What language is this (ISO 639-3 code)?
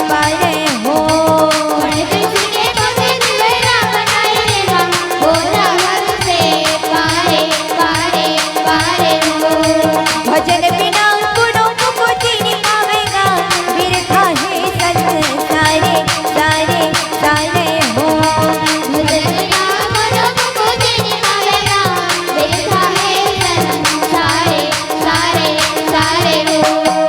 hne